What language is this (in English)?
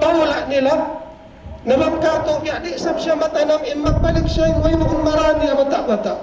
Tausug